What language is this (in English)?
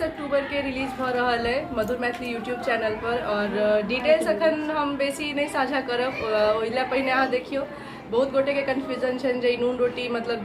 Maithili